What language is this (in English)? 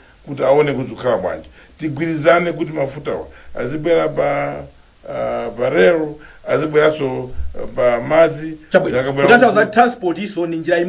Nyanja